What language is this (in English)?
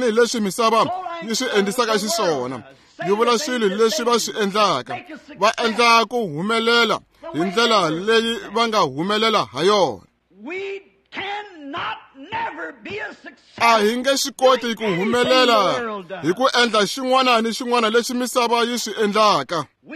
Tsonga